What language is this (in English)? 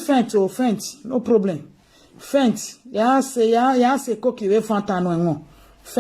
Nigerian Pidgin